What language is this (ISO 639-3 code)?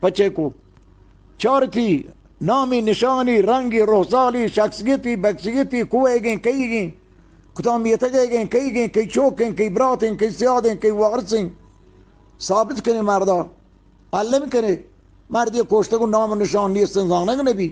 bgp